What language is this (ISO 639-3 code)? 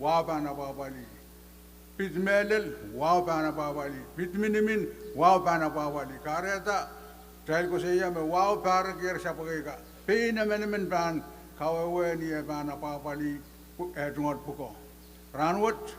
pon